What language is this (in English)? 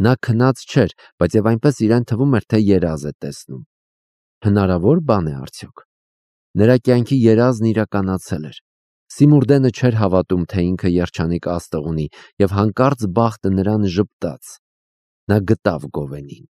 Armenian